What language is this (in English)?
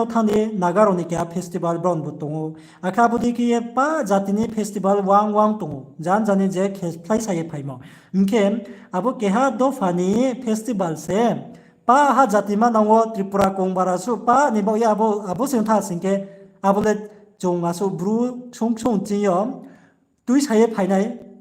Riang (India)